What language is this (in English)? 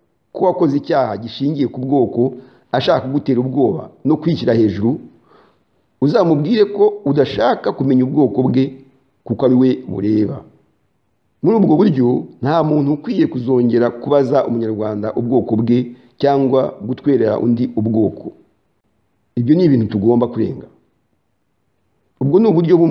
Kinyarwanda